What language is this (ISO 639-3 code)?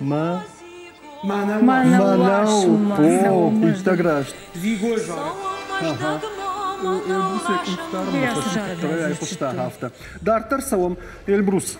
oss